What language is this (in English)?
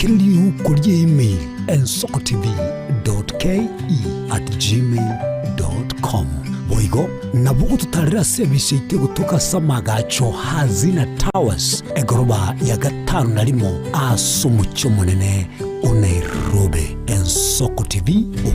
Gusii